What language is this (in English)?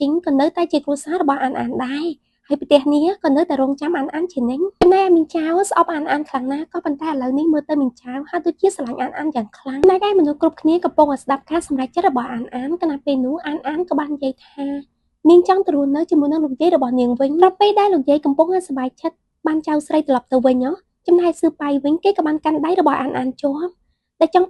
Khmer